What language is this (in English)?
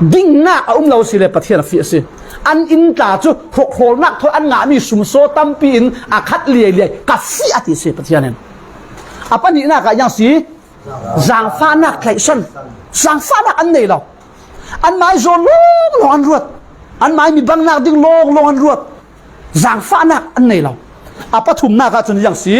Falam Chin